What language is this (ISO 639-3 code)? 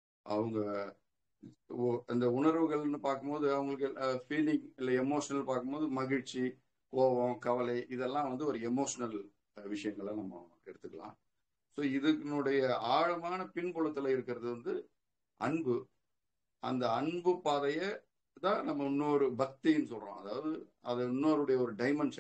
tam